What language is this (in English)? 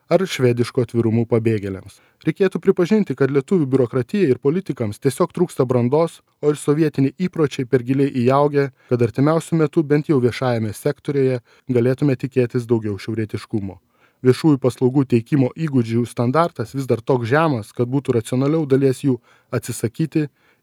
Lithuanian